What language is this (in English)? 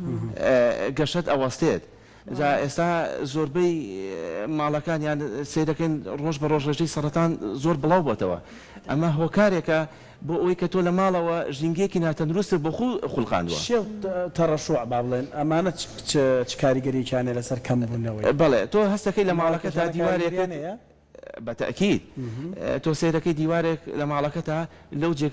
Central Kurdish